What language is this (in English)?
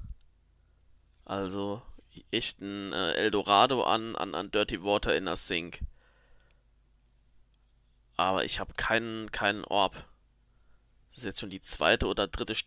German